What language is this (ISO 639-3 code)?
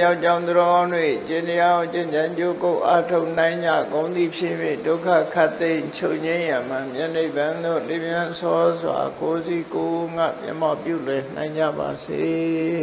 mya